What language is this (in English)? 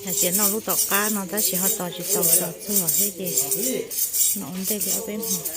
Hmong